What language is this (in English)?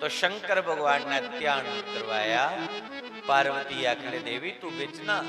Dogri